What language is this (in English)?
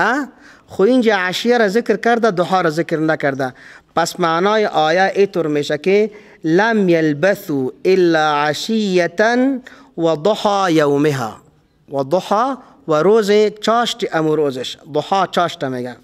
Persian